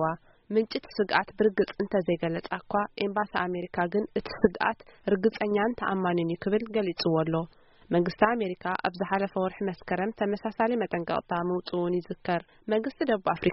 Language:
Tigrinya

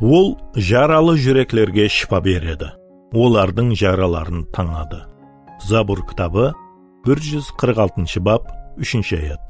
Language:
Kara-Kalpak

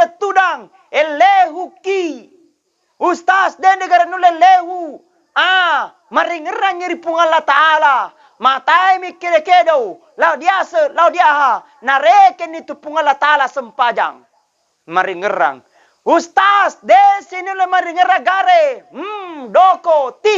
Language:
Buginese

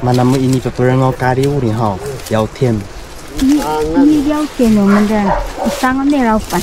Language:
Taroko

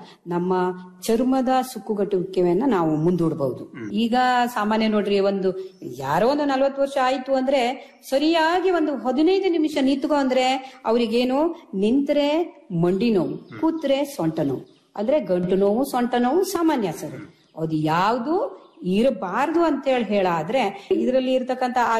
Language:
Kannada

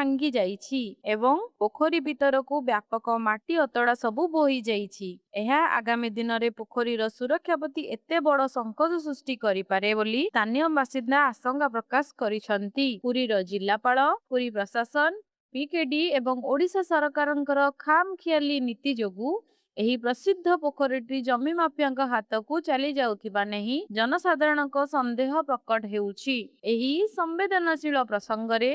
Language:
Odia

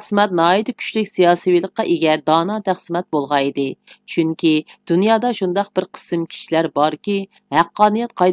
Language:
Uyghur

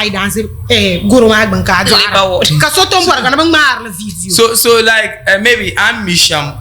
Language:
Dagbani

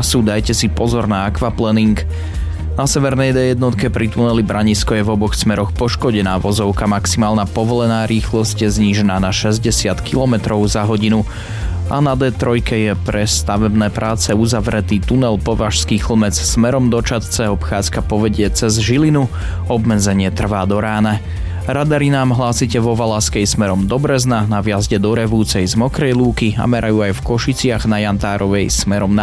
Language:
Slovak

